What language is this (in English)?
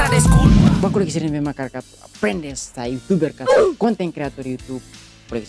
Tetum